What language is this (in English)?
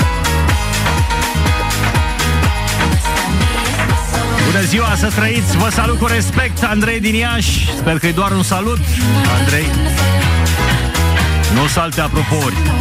Romanian